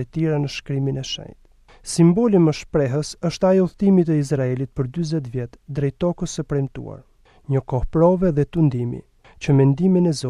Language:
Albanian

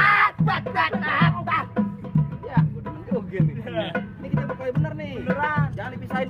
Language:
Betawi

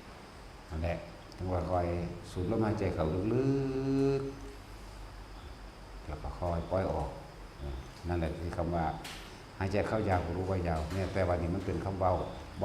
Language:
Northeastern Thai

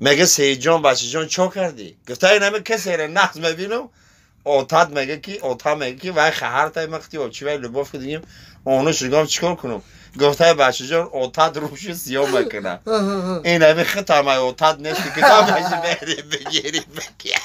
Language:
Tajik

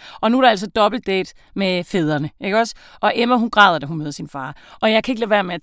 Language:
Danish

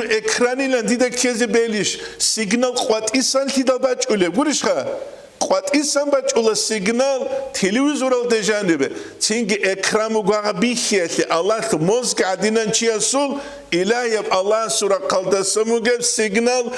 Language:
Avaric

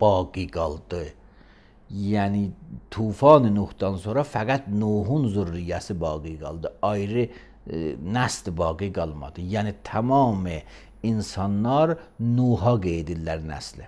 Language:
Azerbaijani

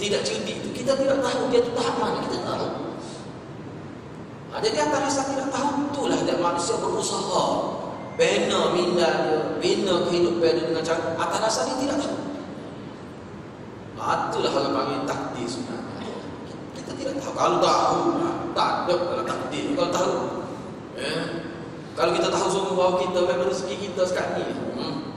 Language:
Malay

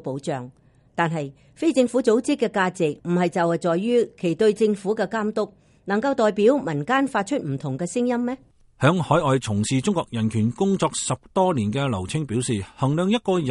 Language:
Cantonese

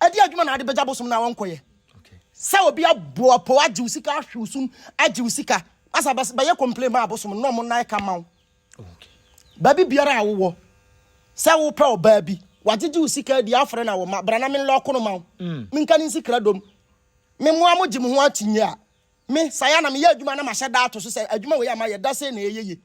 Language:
Akan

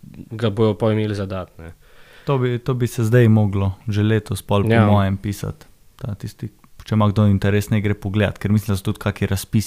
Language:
Slovenian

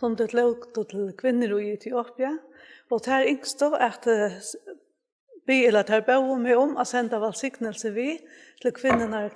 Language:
Faroese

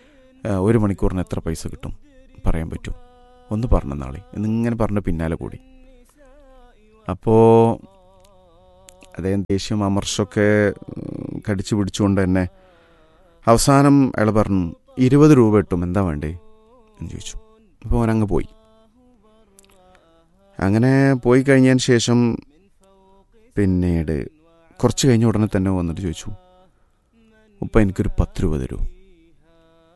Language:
Malayalam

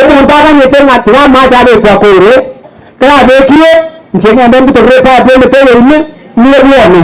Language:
Gusii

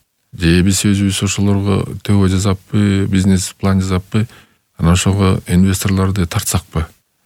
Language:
Kyrgyz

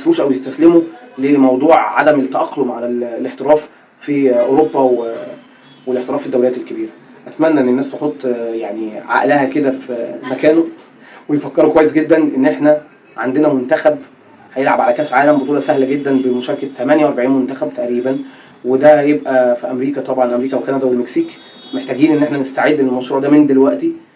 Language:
Egyptian Arabic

